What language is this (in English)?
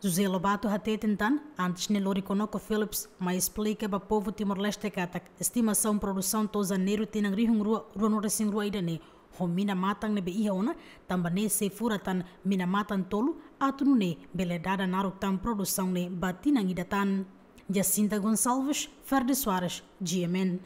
Tetum